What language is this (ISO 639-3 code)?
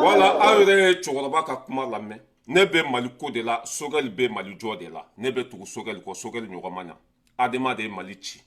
bam